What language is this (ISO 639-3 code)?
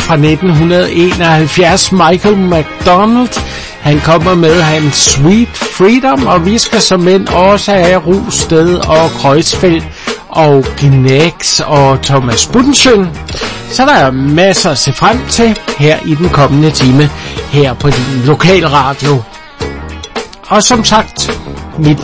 dan